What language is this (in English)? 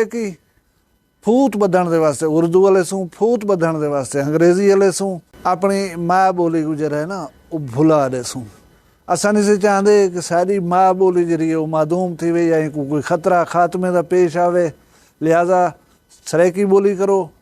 Saraiki